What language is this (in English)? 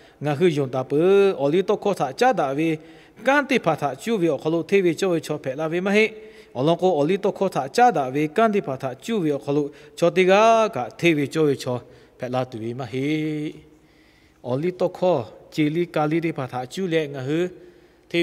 Lahu